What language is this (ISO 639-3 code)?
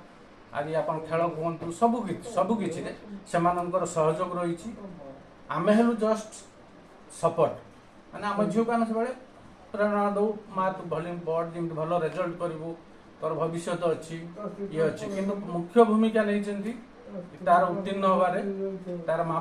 ori